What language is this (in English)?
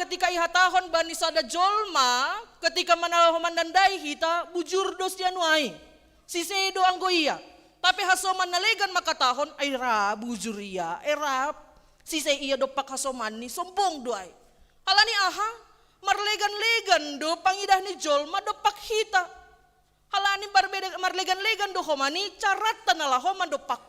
Batak Simalungun